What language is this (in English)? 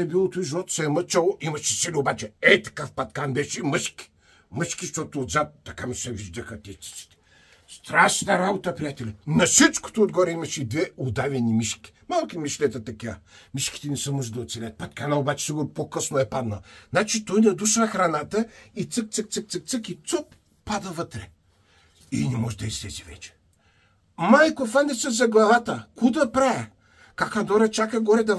Bulgarian